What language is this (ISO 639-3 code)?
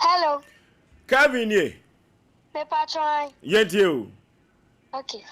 aka